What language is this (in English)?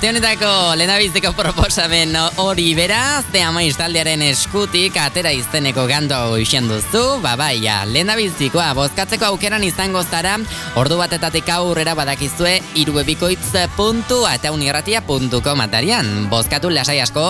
Basque